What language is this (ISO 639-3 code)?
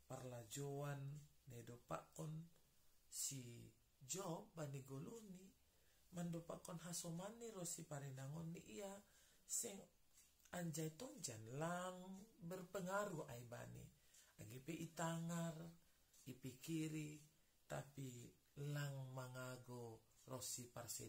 bts